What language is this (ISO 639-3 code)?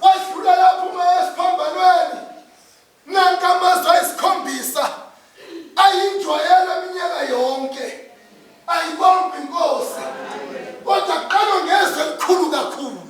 zul